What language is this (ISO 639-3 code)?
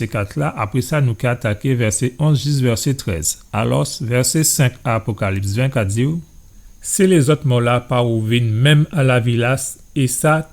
gcf